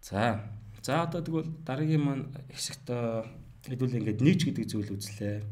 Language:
Mongolian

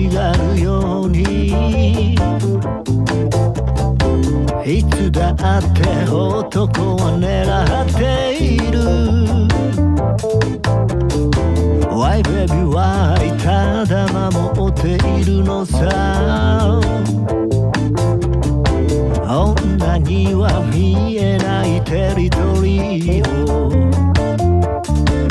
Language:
Japanese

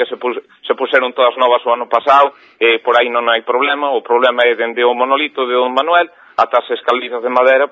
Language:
Galician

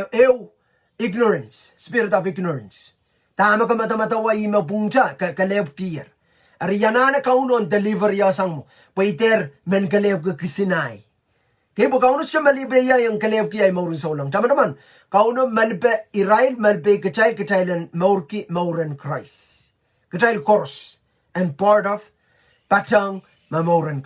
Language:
Pohnpeian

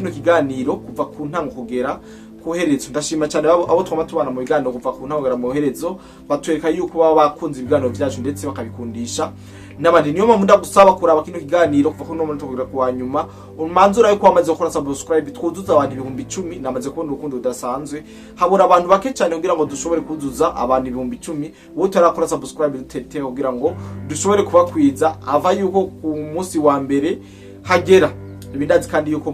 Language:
Rundi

